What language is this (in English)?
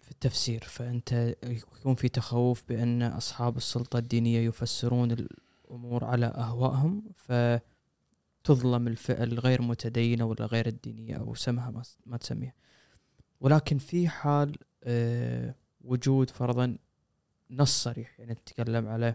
Gulf Arabic